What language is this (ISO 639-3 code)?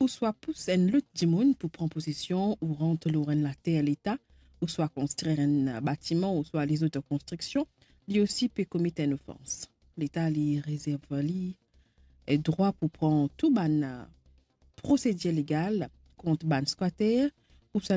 mfe